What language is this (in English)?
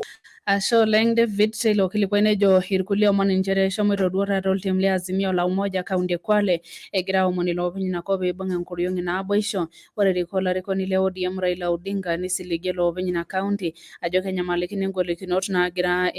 Masai